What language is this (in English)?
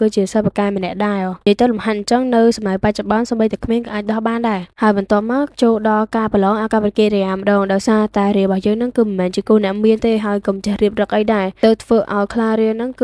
Khmer